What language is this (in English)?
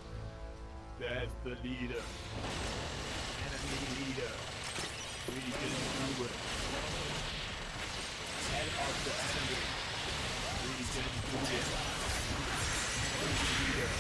English